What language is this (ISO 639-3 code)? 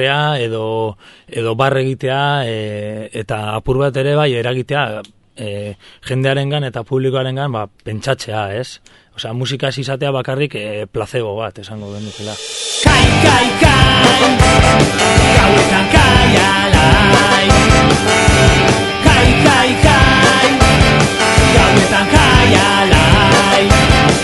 eus